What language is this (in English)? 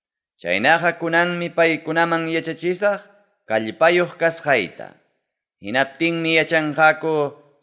Ayacucho Quechua